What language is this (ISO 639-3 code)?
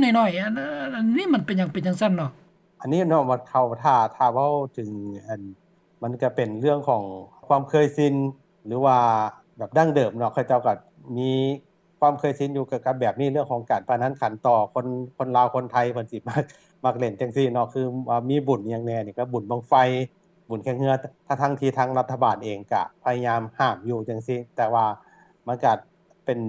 lao